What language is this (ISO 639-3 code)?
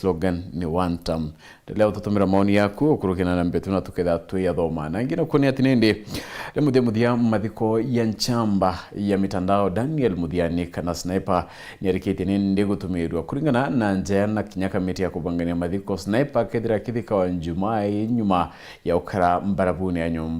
mer